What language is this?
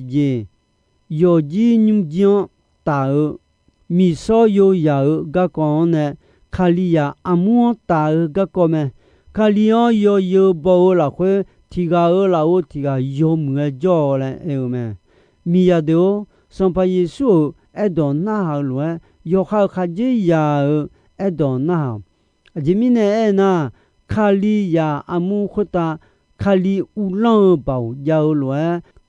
Akha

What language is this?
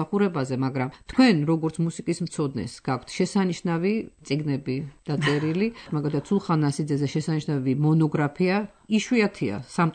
Georgian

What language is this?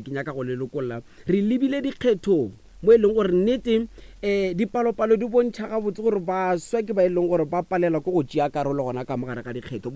Northern Sotho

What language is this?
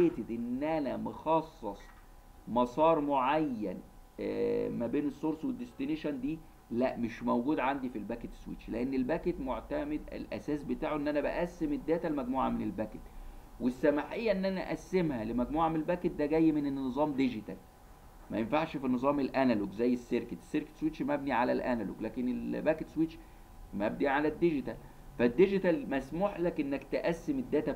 Egyptian Arabic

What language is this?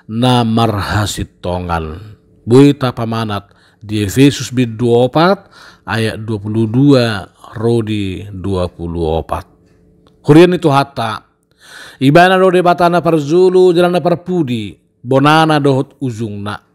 Batak Toba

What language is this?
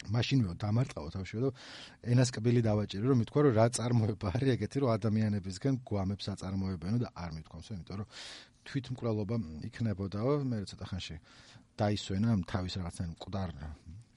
Georgian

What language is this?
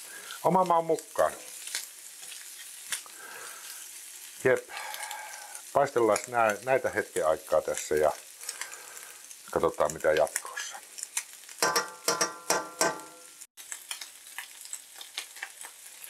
Finnish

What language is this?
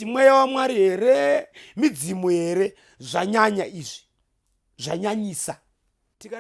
Shona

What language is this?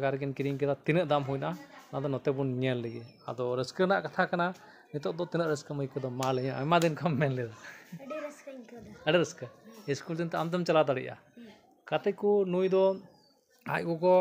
Santali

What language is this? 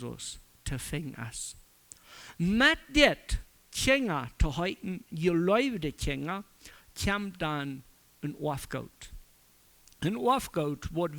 Plautdietsch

